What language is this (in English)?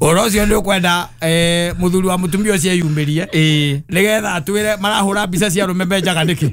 Kikuyu